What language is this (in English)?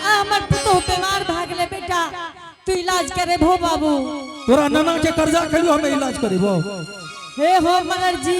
Angika